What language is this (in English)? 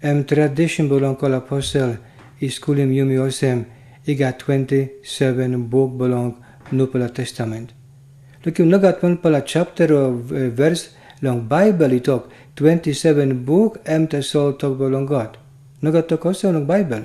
Tok Pisin